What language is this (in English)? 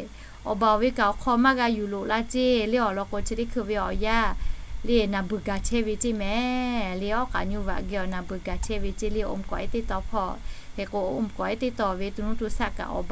Lahu